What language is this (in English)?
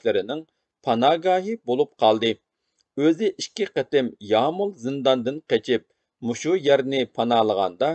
Uyghur